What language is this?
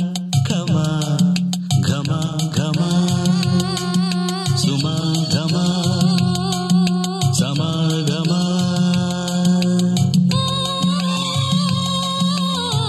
Kannada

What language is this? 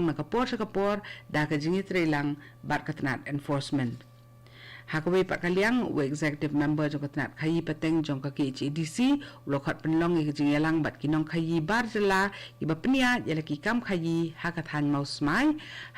Khasi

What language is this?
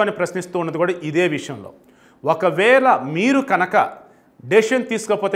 Telugu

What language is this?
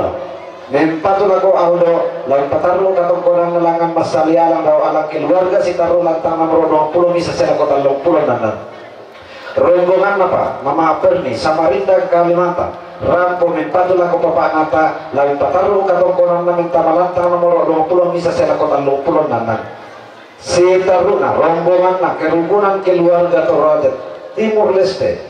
Toraja-Sa'dan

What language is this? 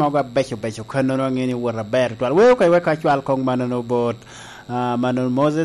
Lango (Uganda)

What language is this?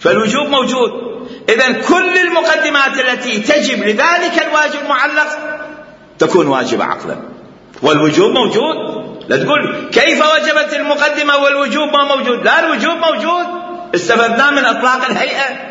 Mesopotamian Arabic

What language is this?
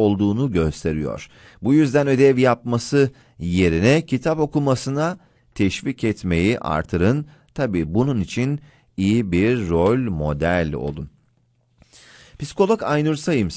Turkish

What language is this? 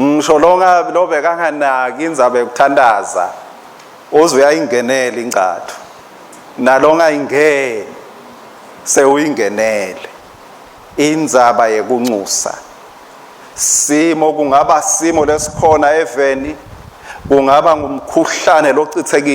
Swati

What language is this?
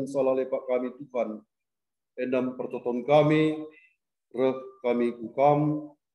Batak Karo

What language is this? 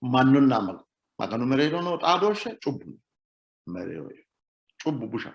Sidamo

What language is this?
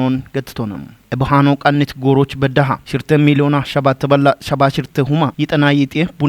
Kafa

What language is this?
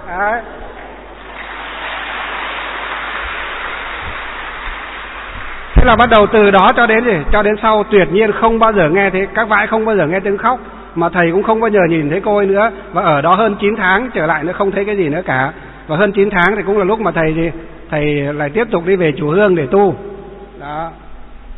Vietnamese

